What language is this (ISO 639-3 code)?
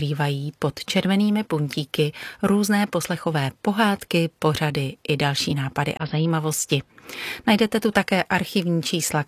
ces